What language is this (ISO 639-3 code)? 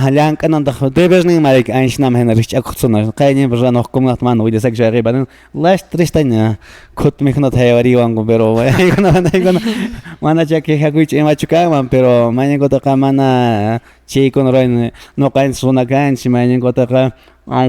que